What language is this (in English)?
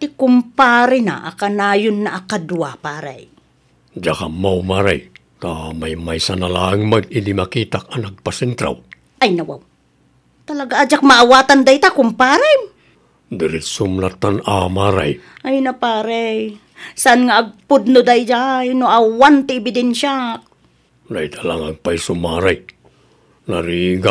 Iloko